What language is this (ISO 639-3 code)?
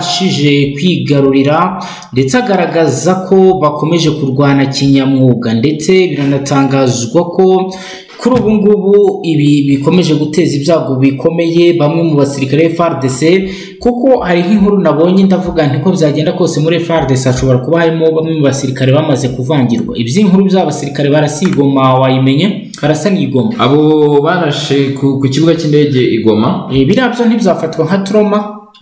kin